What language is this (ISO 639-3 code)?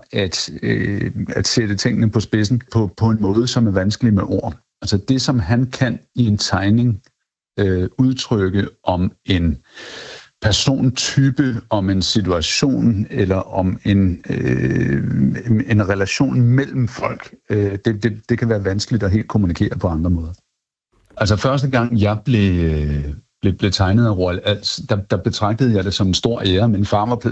dan